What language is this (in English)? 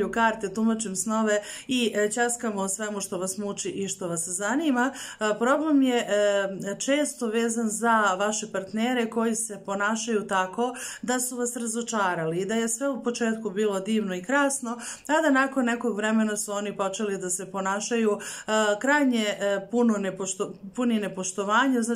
Serbian